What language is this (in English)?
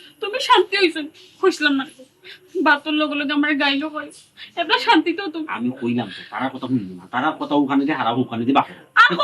Sylheti